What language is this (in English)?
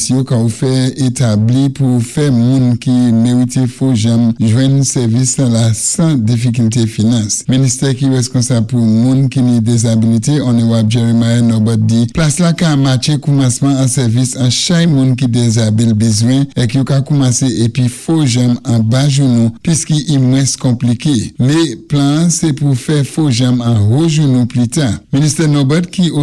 Saint Lucian Creole French